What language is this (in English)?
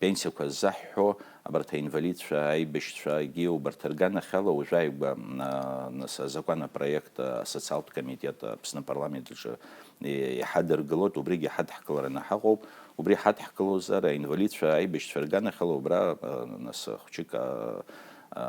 Abkhazian